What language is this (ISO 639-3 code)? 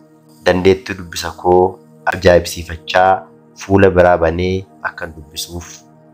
orm